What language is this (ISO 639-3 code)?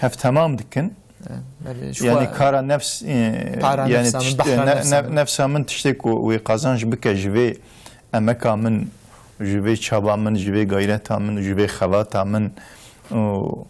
kur